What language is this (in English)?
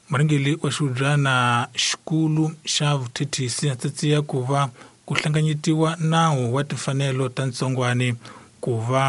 Tsonga